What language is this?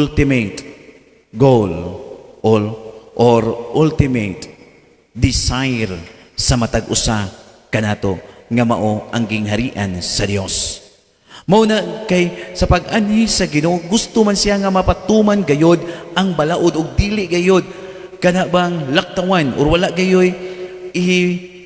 Cebuano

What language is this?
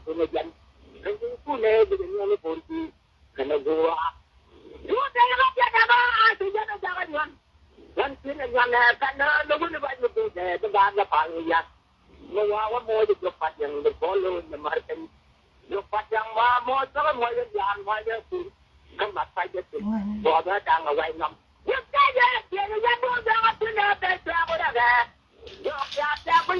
Nuer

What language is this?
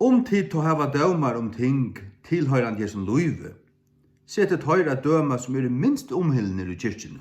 Faroese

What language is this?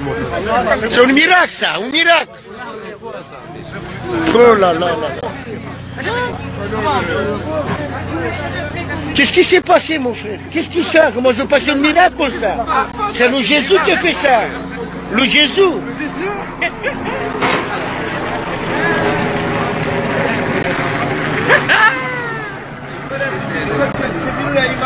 Romanian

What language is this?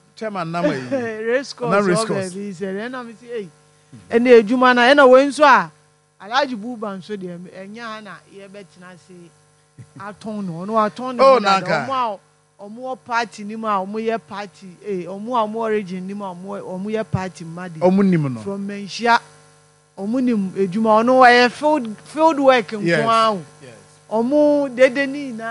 Akan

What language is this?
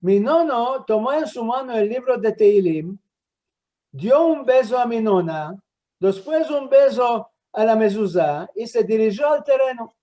Ladino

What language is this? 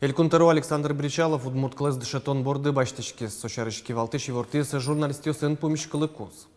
Udmurt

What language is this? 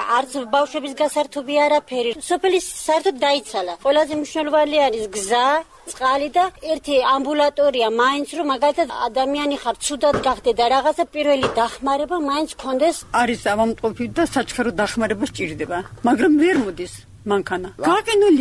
Georgian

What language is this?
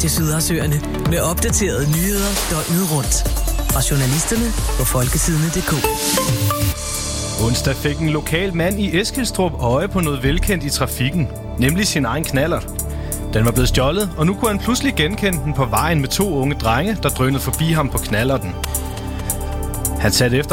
Danish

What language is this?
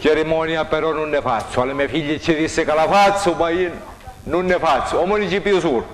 Sicilian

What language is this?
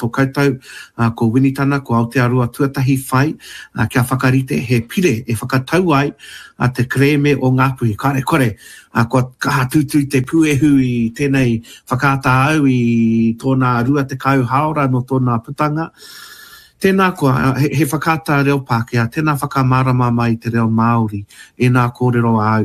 Māori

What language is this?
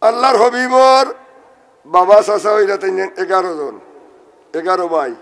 Sylheti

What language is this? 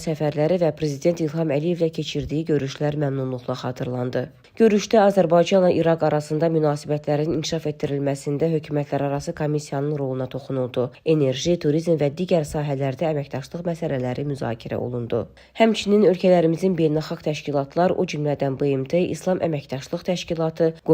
Azerbaijani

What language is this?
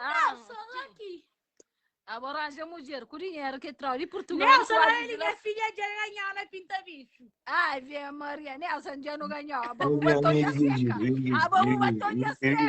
Kabuverdianu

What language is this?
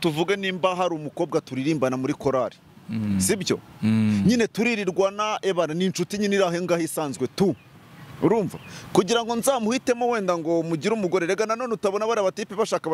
Kinyarwanda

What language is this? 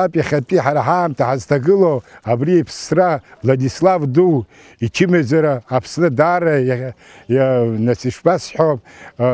Abkhazian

